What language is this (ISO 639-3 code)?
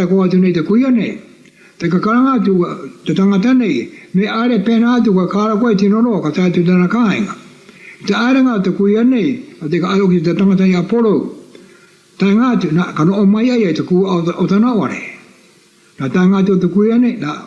mri